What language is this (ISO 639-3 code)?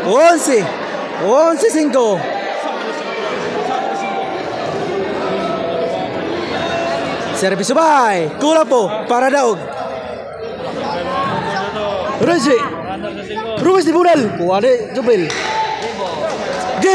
ceb